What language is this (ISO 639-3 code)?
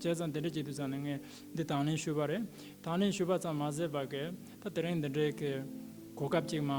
bod